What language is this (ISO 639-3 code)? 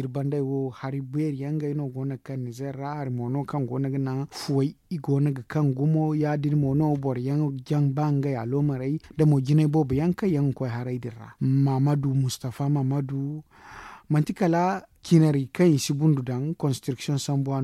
dje